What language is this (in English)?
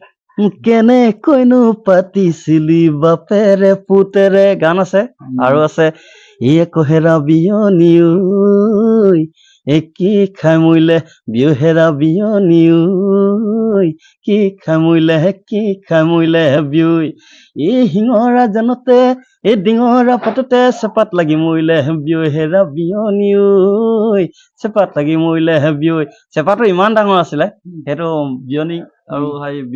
Assamese